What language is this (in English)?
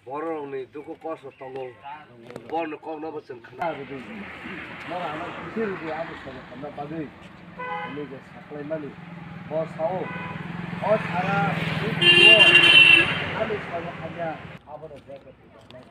Kok Borok